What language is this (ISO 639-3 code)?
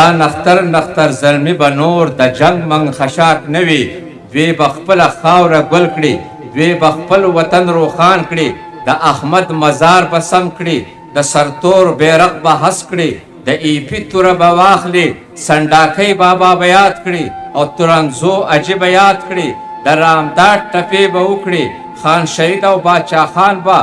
pus